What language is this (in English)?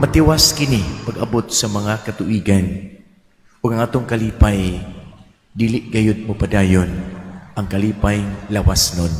Cebuano